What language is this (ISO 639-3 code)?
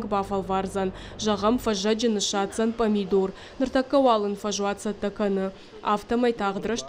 oss